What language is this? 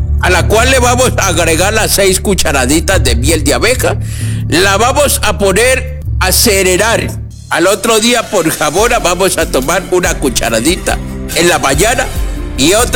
Spanish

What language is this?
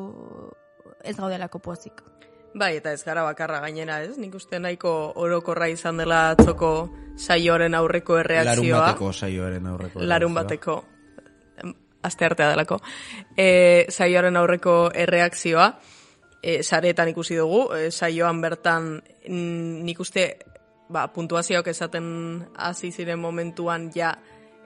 Basque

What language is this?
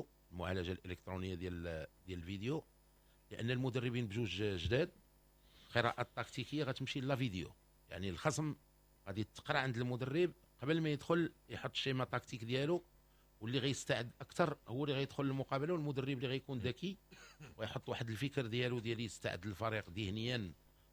Moroccan Arabic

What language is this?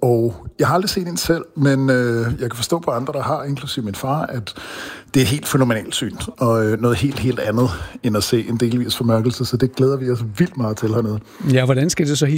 Danish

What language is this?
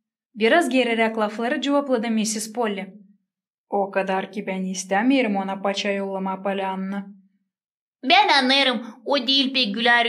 Gagauz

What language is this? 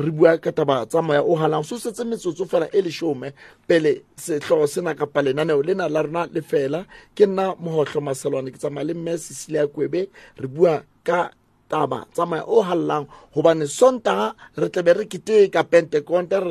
Southern Sotho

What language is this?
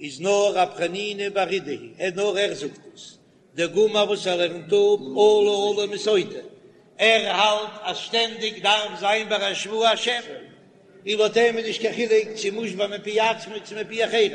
Yiddish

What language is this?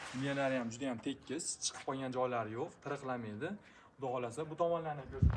Uzbek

